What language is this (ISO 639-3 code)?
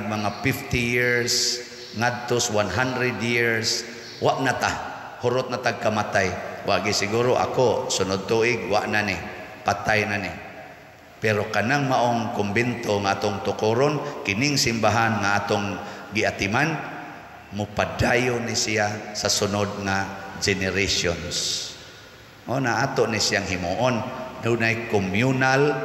ceb